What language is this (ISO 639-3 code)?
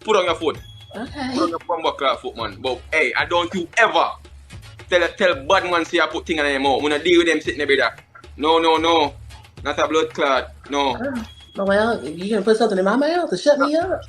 jam